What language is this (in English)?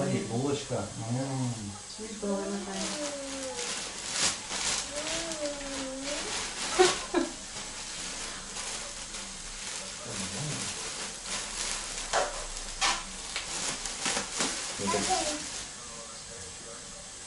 Russian